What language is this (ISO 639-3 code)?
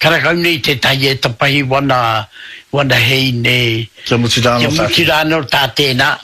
mri